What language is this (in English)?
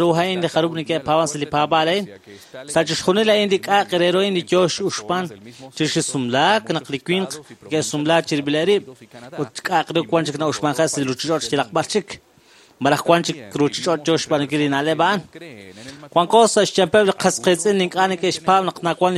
Kekchí